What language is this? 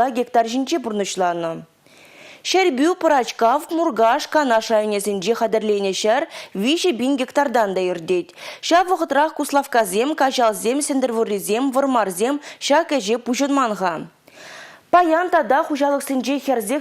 Chuvash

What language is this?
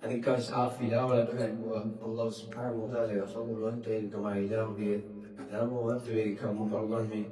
Divehi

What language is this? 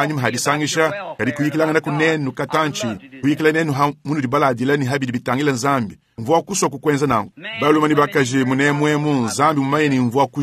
Luba-Lulua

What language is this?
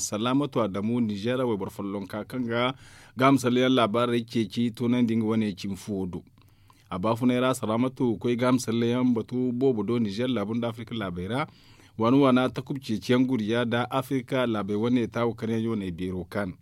Zarma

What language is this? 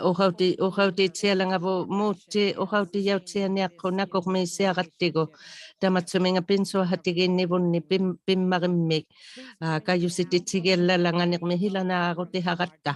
Inuktitut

